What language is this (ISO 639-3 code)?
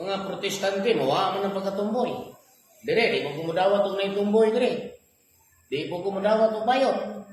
ceb